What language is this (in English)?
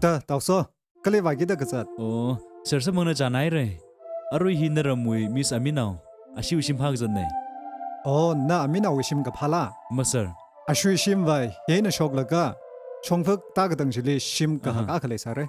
Tangkhul Naga (India)